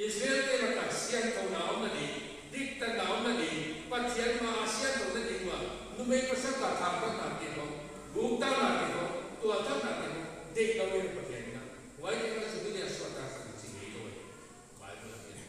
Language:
Paite Chin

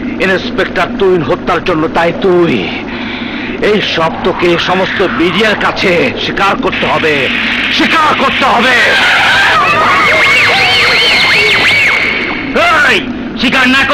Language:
Bangla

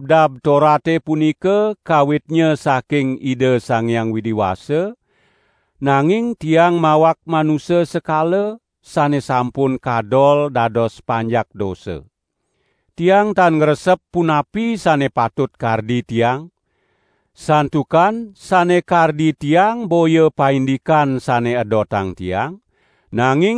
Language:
Balinese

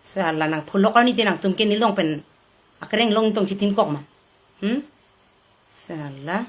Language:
Karbi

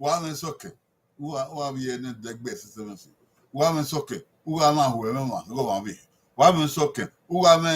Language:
Bini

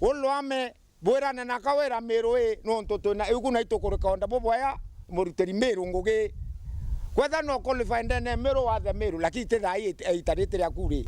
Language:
Meru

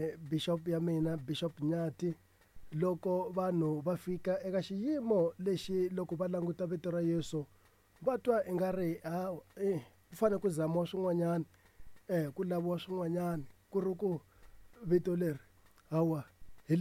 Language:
Tsonga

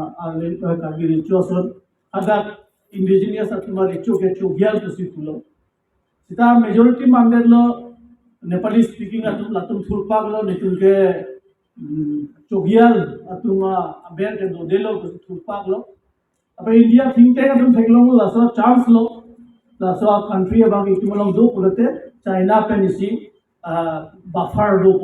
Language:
Karbi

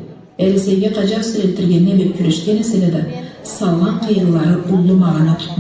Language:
Karachay-Balkar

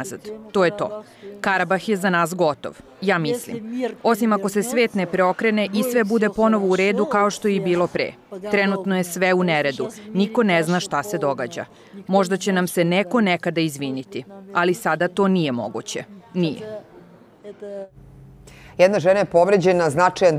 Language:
Serbian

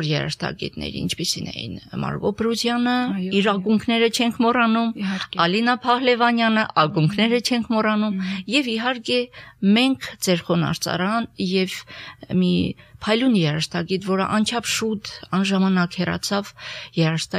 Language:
Armenian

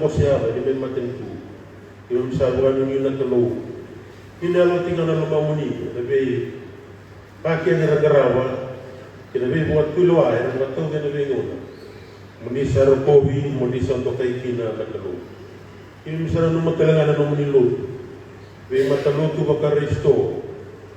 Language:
Fijian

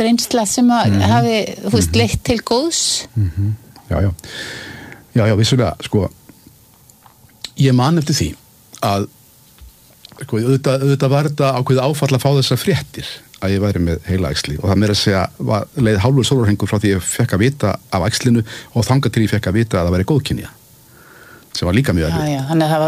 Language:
Icelandic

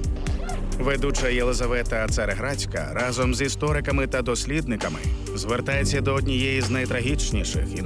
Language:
Ukrainian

